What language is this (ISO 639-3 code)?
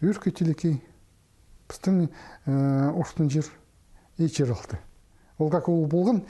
kjh